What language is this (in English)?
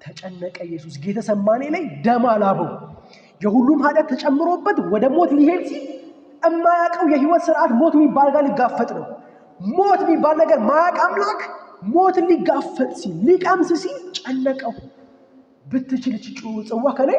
Amharic